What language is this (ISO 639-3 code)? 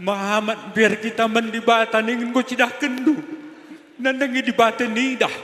btx